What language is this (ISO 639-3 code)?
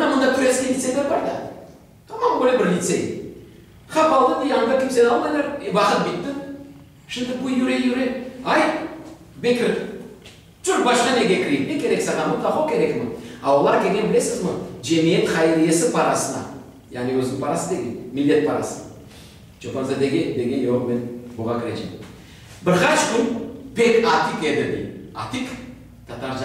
crh